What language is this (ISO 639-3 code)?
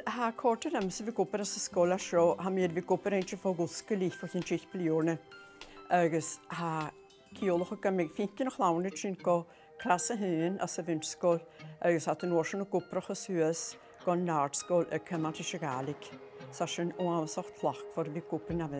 gla